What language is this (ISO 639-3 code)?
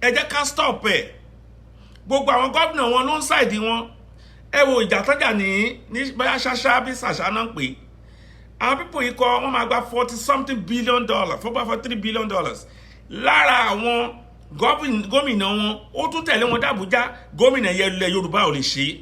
yor